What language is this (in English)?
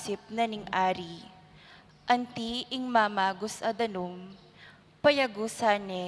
Pampanga